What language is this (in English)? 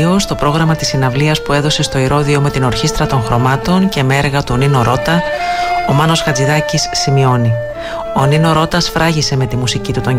Greek